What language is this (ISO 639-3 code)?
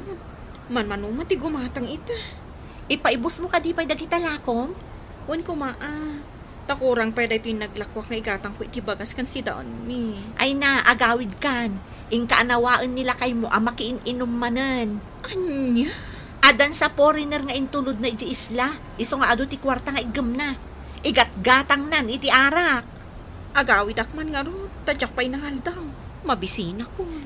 ilo